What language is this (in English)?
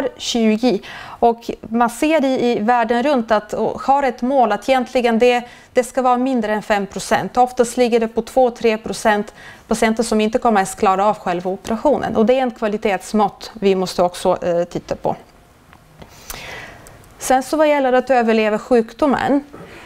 Swedish